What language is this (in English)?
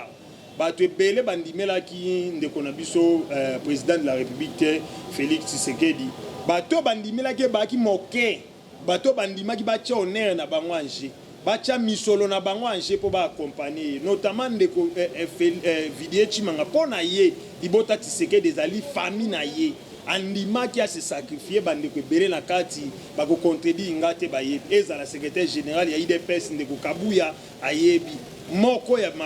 Lingala